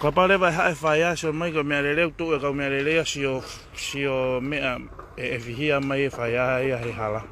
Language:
Tongan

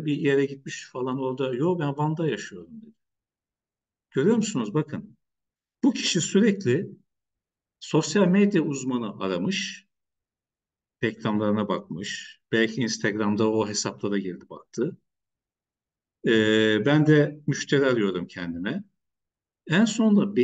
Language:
Turkish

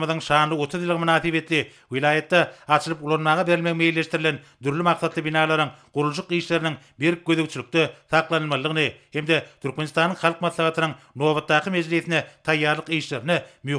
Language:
Turkmen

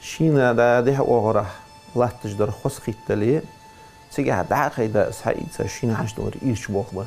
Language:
Ingush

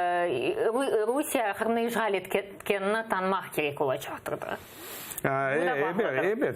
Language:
Crimean Tatar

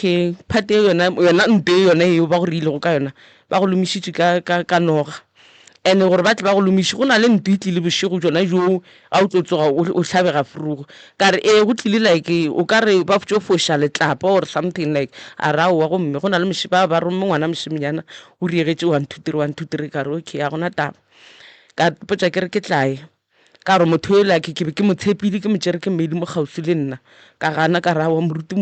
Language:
Northern Sotho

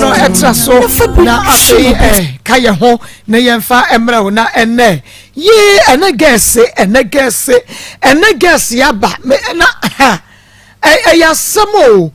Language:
Akan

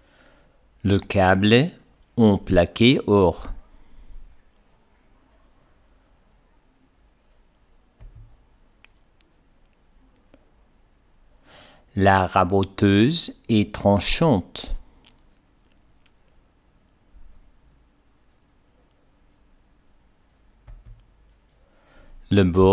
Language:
French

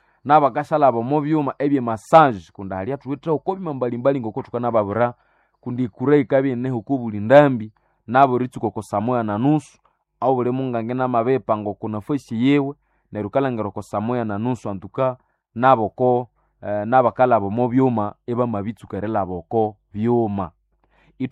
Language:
Nande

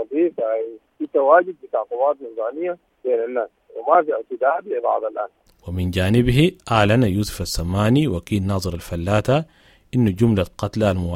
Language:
Sudanese Arabic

